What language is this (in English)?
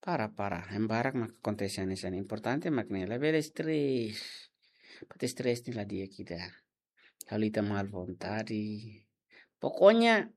Tetum